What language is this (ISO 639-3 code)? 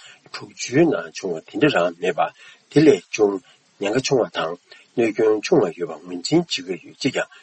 bod